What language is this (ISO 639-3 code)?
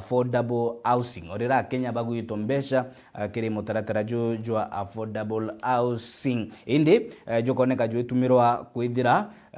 mer